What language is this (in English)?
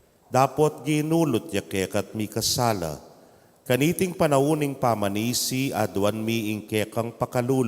Pampanga